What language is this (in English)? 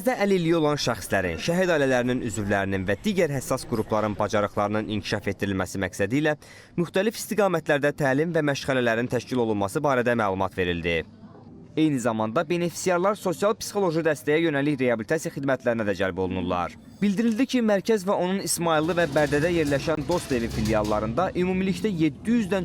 Azerbaijani